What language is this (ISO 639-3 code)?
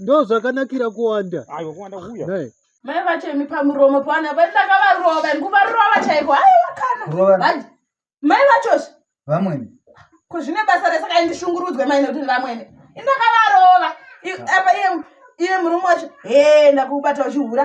sna